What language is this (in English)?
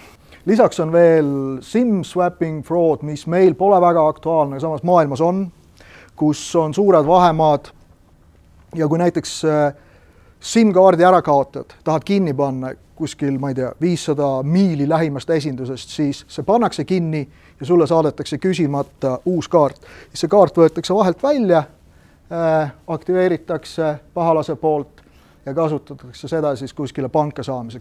Estonian